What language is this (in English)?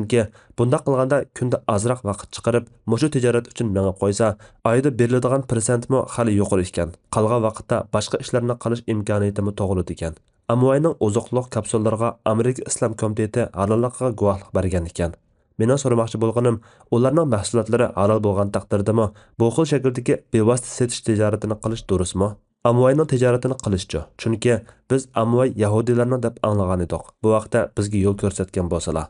Uyghur